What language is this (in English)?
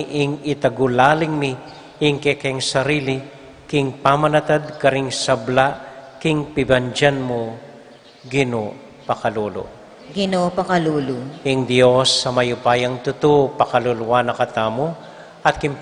Pampanga